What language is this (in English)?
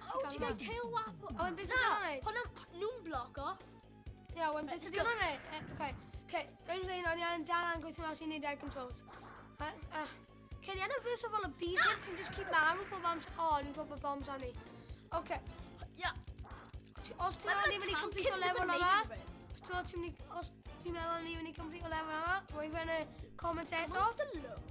Welsh